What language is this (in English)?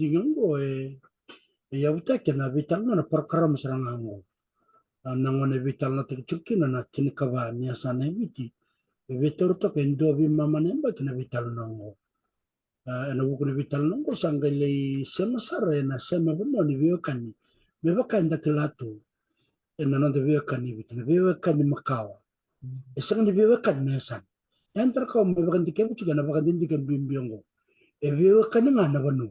Fijian